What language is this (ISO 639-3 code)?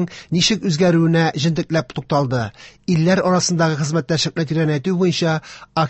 tat